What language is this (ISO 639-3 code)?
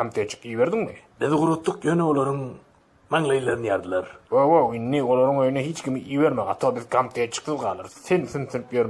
tuk